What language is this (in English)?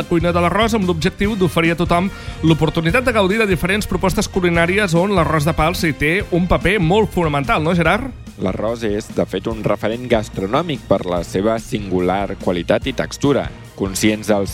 Catalan